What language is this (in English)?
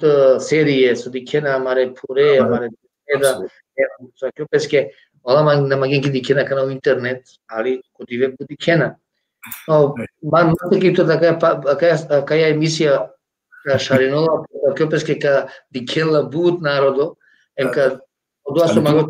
Balkan Romani